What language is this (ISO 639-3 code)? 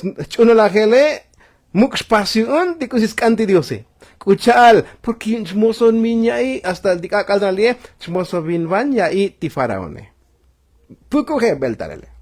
tzo